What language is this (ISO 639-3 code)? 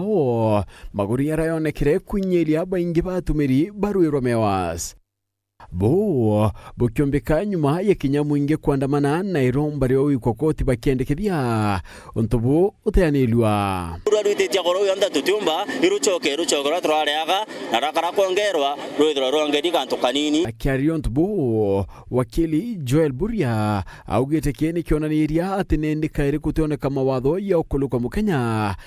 mer